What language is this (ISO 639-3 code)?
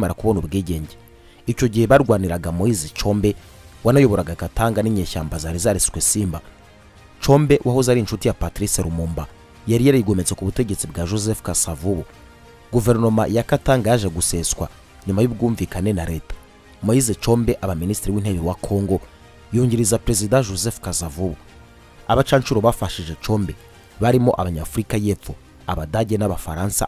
kin